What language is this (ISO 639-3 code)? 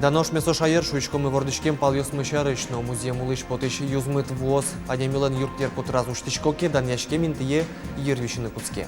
udm